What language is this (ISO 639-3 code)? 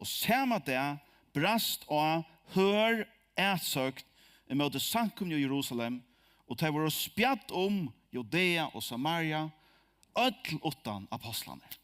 fao